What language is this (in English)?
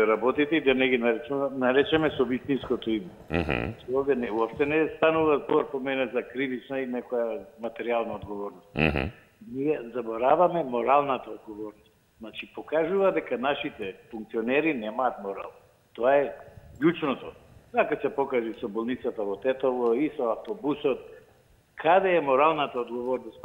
Macedonian